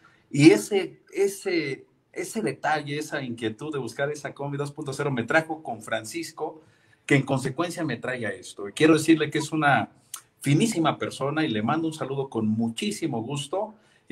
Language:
Spanish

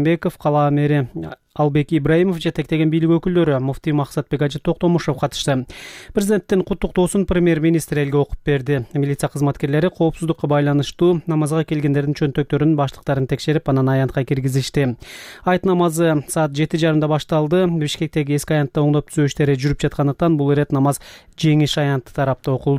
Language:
Kyrgyz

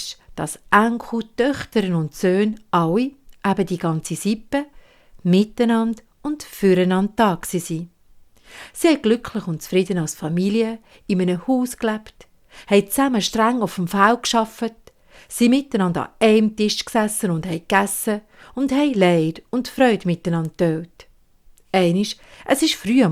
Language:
Swiss German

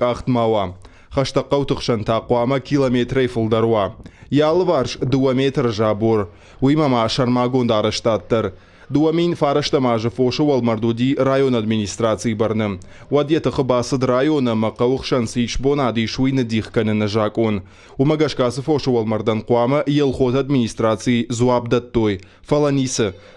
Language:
Ossetic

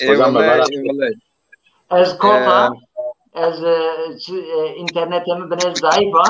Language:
Zaza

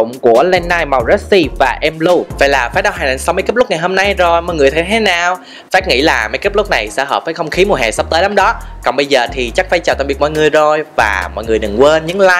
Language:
Vietnamese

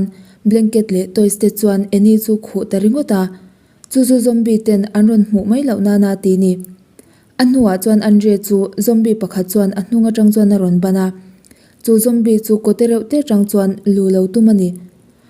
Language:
Mizo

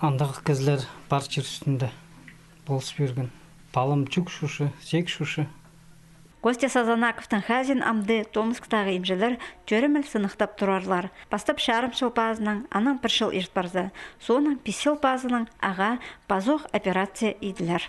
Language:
Khakas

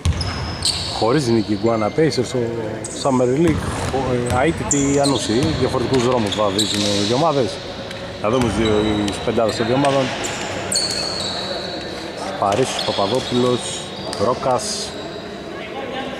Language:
Greek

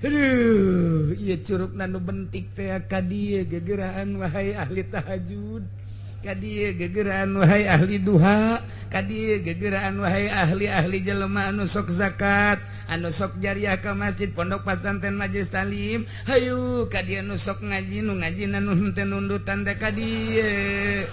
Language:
Sundanese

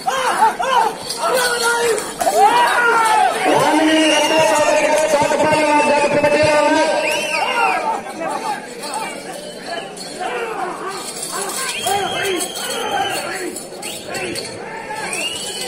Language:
Telugu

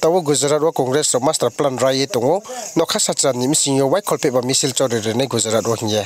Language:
Riang (India)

